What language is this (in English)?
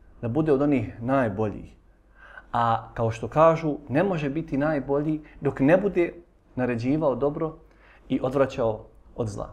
Bosnian